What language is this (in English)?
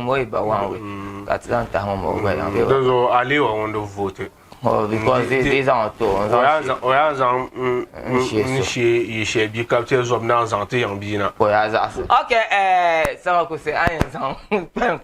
Dagbani